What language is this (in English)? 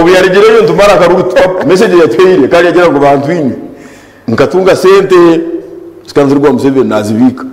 Nyankole